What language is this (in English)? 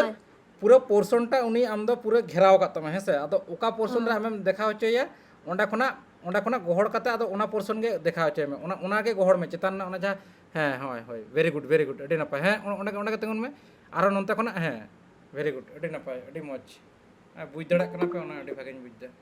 Santali